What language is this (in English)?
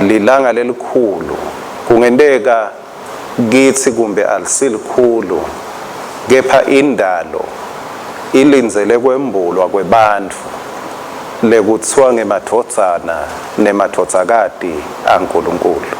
Swati